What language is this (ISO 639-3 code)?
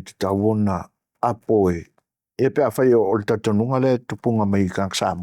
smo